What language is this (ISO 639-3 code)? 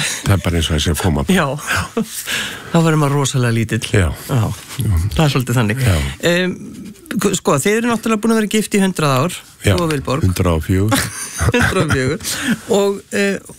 isl